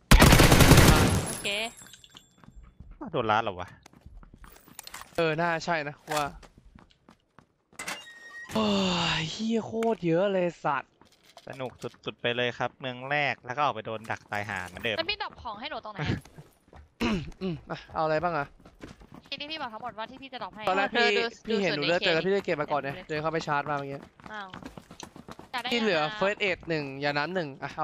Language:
Thai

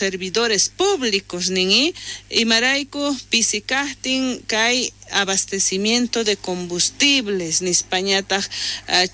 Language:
South Bolivian Quechua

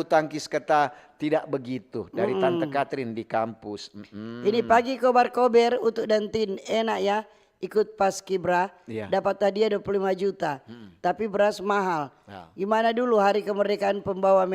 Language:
Manado Malay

